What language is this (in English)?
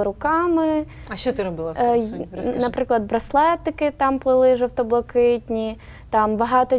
Ukrainian